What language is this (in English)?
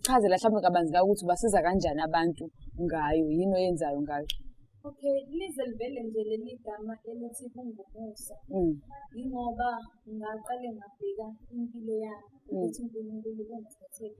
Zulu